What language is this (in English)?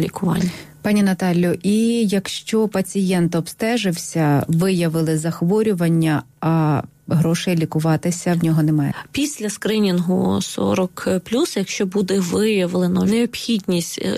Ukrainian